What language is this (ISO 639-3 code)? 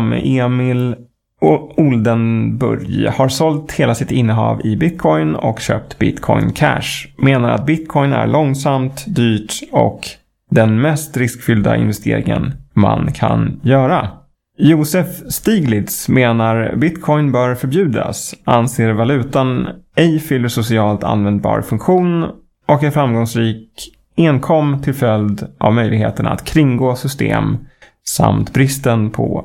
swe